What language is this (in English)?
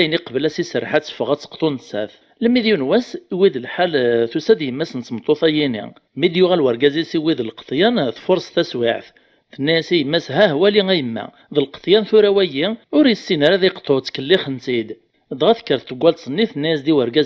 Kabyle